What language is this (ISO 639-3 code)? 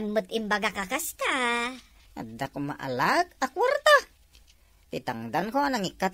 ilo